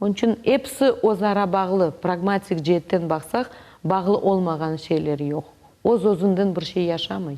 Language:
Crimean Tatar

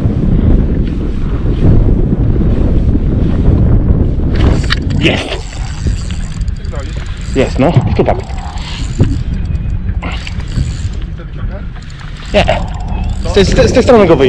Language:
Polish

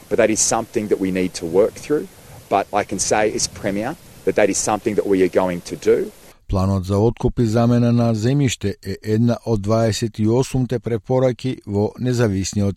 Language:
Macedonian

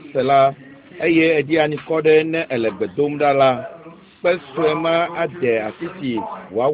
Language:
Ewe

